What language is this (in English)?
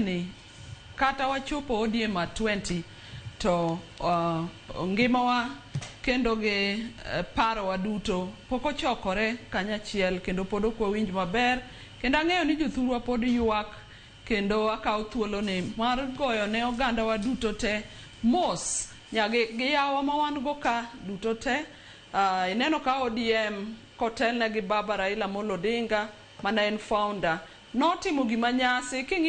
Luo (Kenya and Tanzania)